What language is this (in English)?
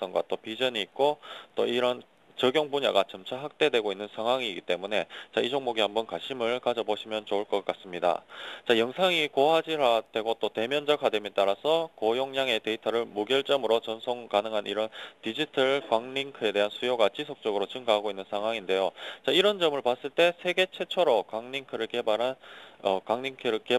Korean